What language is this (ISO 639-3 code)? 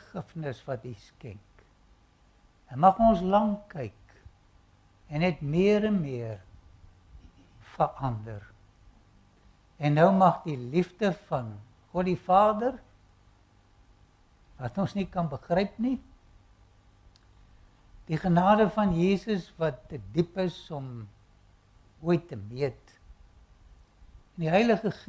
afr